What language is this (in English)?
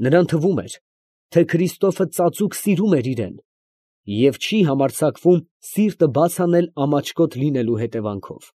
Armenian